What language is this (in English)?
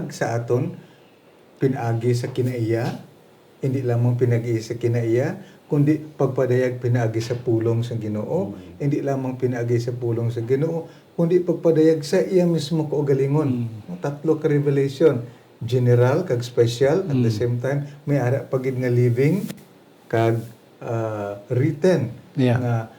Hiligaynon